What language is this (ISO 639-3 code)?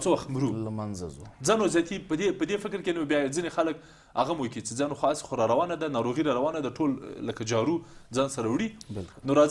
pus